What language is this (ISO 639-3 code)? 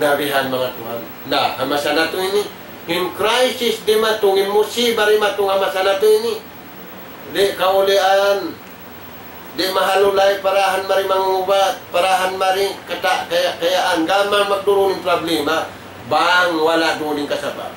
tsg